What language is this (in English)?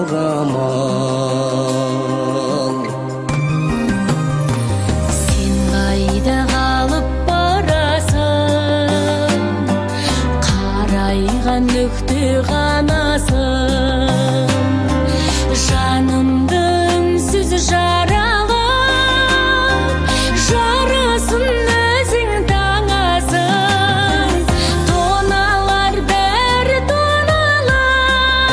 Kazakh